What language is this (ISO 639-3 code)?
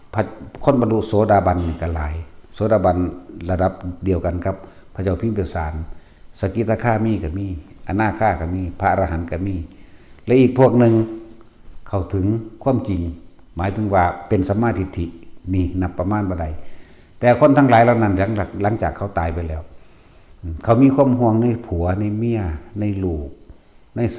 tts